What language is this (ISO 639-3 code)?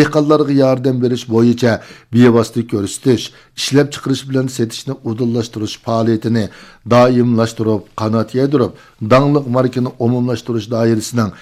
uig